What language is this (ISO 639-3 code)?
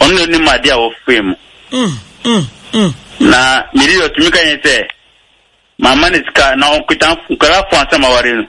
aka